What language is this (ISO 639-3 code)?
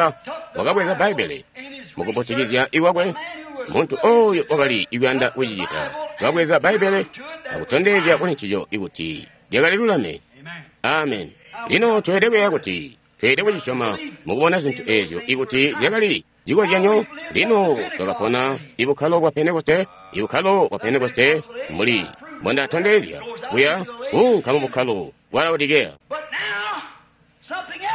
toi